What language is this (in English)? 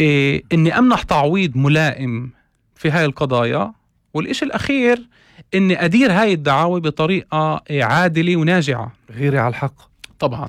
North Levantine Arabic